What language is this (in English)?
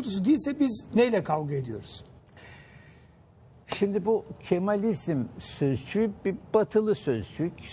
Turkish